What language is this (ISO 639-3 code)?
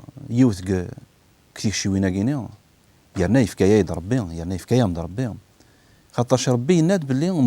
kab